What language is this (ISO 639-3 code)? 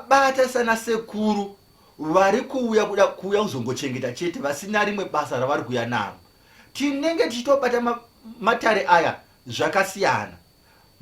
sna